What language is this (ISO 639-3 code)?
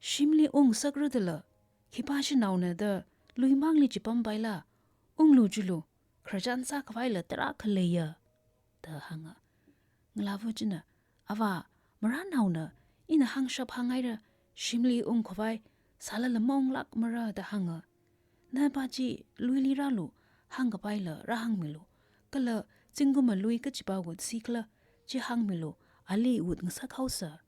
nmf